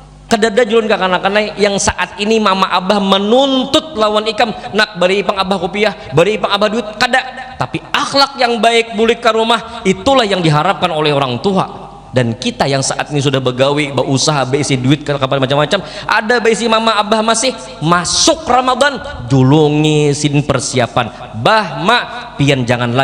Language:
Banjar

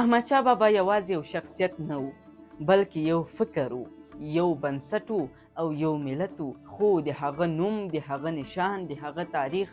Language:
Pashto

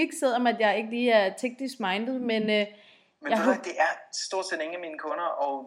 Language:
Danish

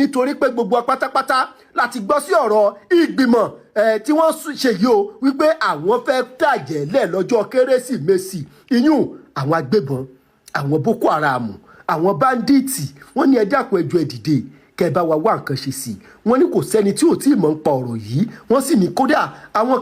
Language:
Yoruba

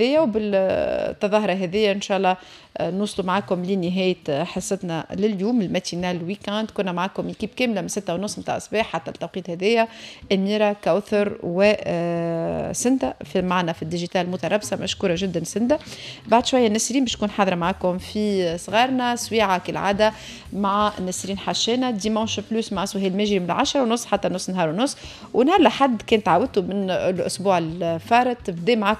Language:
Tunisian Arabic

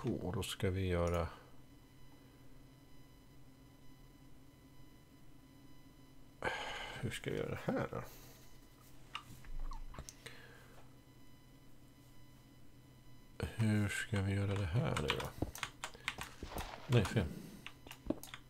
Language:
Swedish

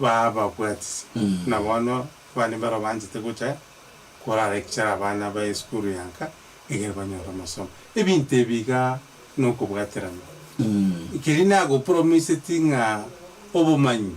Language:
Gusii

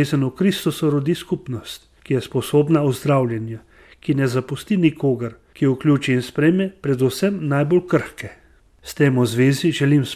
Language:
Slovenian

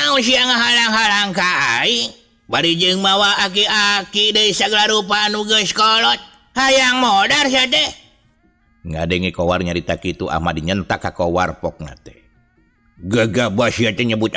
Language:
Sundanese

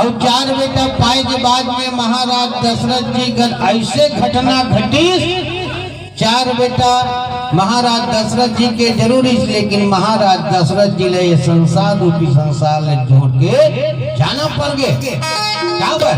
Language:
Chhattisgarhi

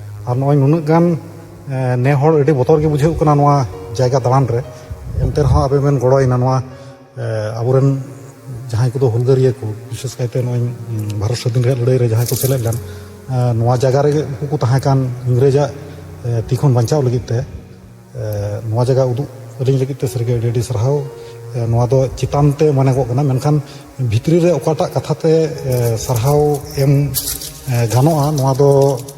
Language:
Santali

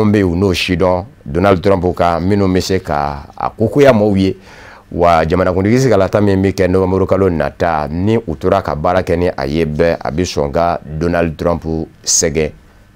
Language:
Bambara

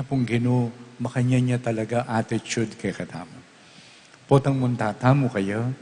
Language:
Pampanga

